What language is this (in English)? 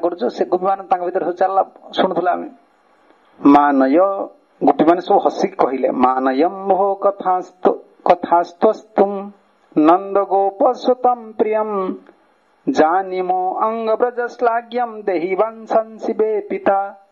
Odia